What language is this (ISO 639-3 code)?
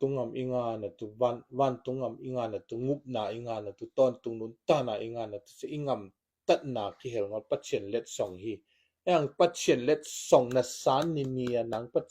ctd